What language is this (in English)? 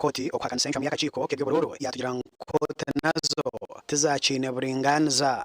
Nyankole